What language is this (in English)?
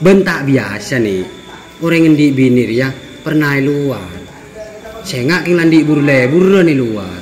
Madurese